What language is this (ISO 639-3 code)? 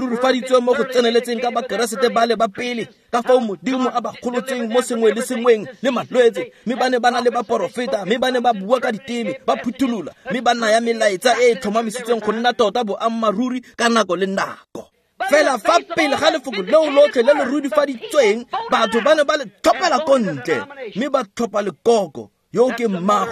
tsn